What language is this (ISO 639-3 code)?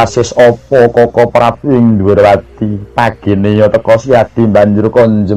jav